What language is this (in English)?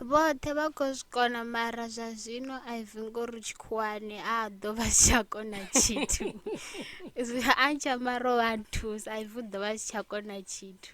Venda